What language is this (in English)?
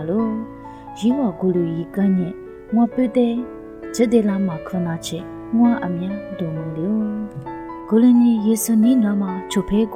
Lisu